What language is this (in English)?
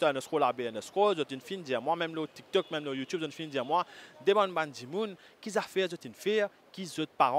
Morisyen